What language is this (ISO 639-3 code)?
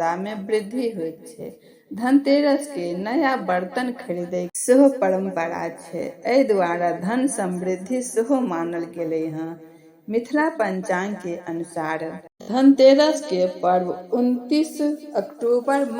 mai